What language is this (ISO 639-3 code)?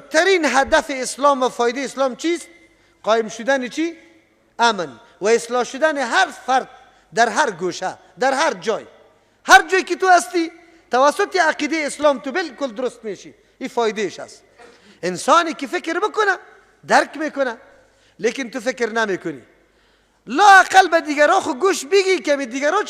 fas